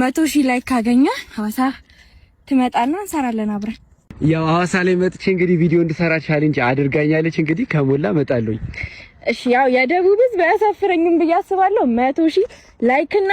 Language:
Amharic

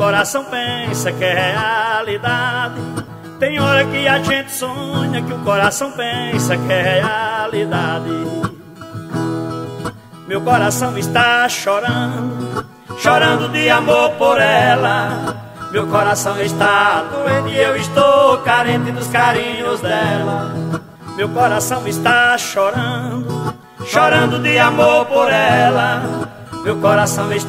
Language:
Portuguese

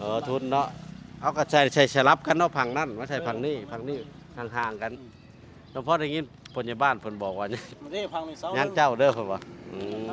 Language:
Lao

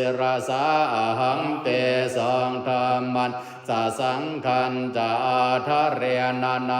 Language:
Pali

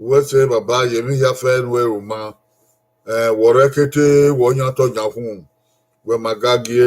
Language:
Bini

